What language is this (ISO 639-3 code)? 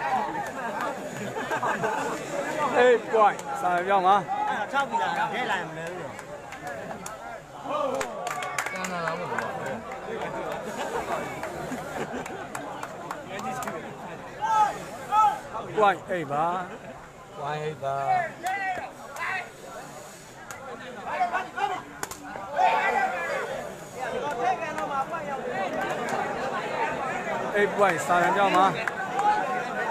mya